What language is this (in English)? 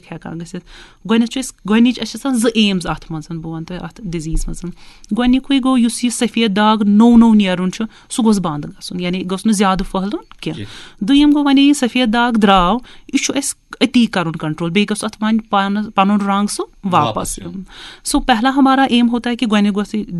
Kashmiri